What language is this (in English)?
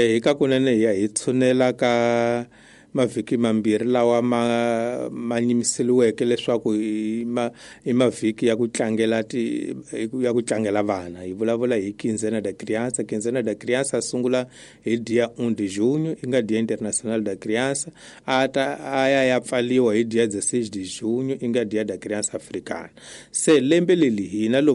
Tsonga